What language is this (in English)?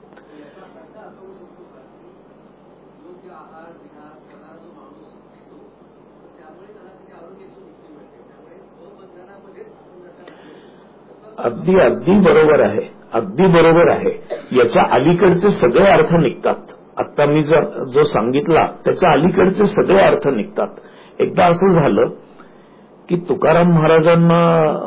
Marathi